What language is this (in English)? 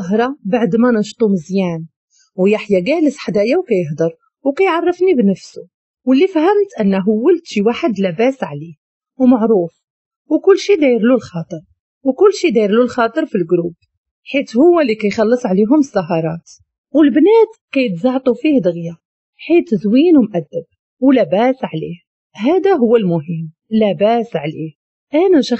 Moroccan Arabic